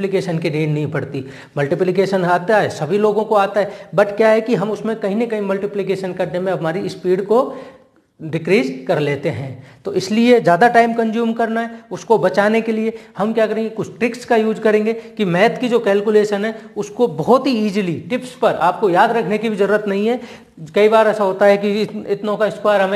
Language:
Hindi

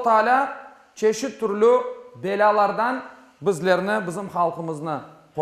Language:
Crimean Tatar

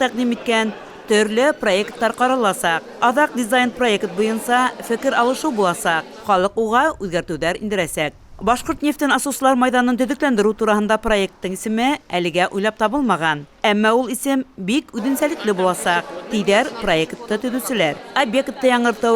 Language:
Bashkir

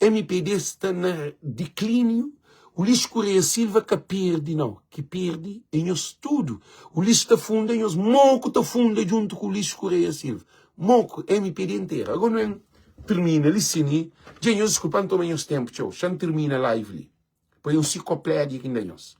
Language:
Kabuverdianu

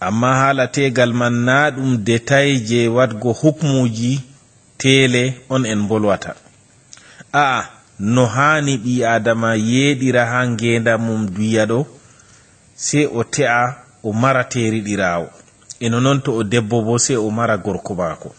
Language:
Fula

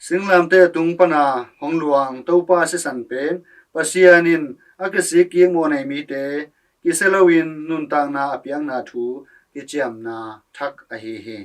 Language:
Tedim Chin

